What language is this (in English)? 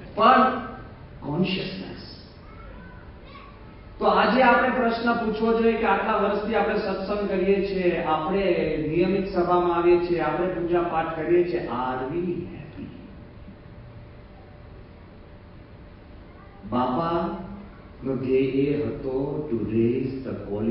Gujarati